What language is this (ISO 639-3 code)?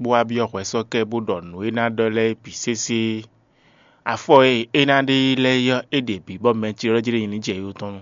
fon